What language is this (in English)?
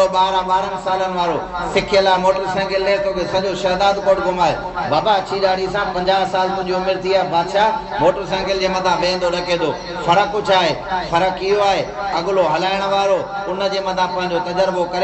Sindhi